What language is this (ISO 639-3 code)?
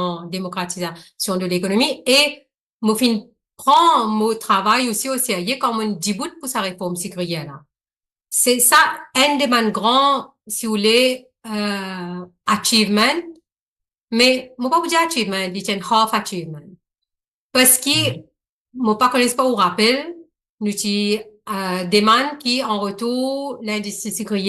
mfe